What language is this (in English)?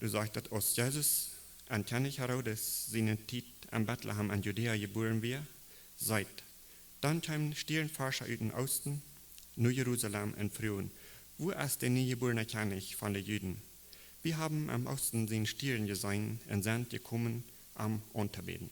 Plautdietsch